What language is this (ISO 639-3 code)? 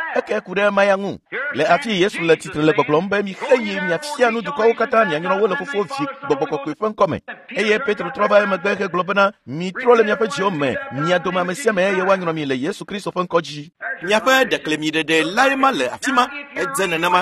ewe